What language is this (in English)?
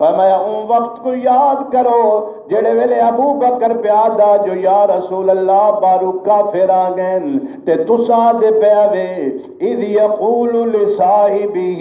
Saraiki